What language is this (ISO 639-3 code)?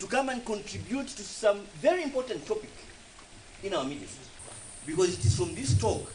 tsn